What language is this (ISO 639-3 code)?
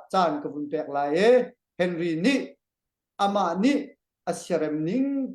cnh